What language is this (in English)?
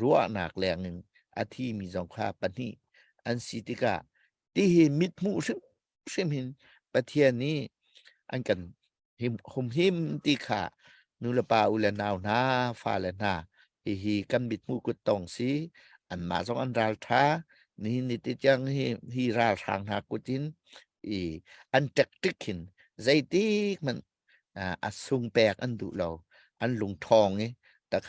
Hakha Chin